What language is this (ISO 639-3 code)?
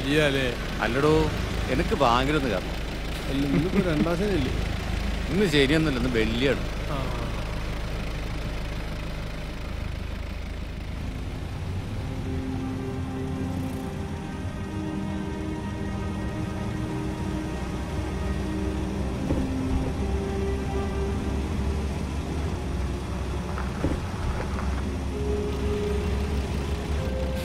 mal